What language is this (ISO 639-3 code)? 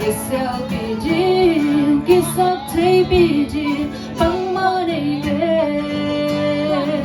ctd